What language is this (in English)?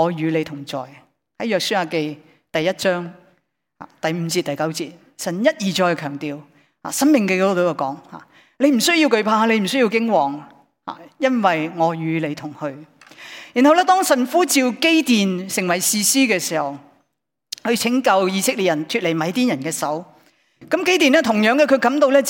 Cantonese